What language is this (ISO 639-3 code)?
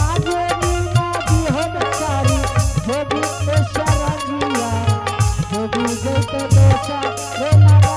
anp